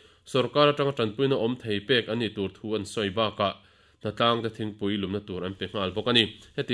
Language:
Mizo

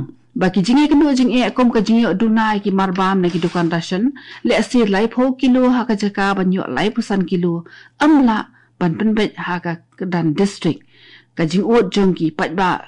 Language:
Khasi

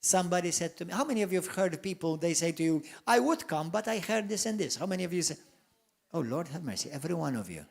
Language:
English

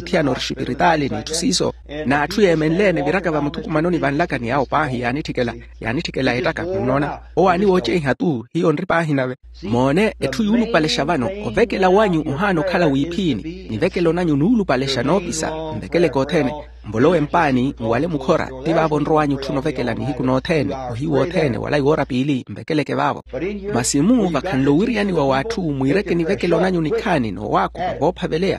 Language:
Makhuwa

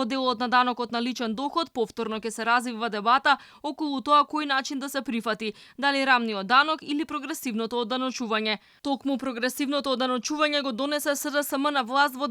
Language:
Macedonian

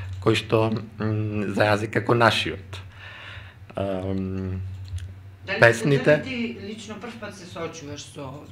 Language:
Macedonian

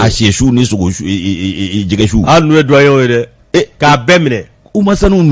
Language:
Bambara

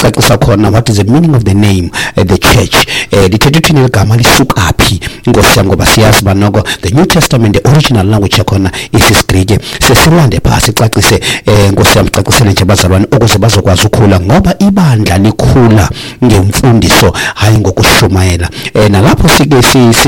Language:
Xhosa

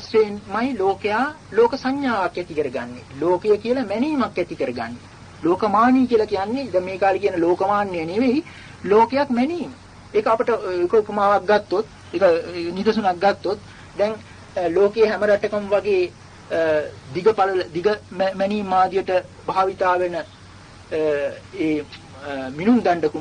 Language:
Sinhala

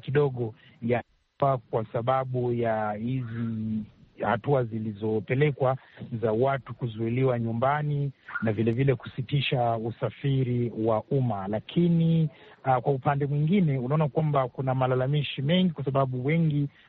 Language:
Swahili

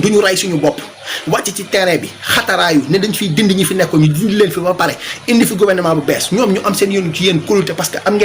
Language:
Wolof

